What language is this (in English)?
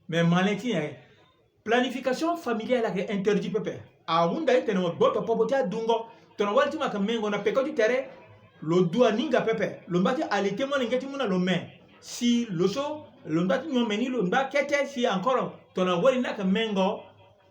Sango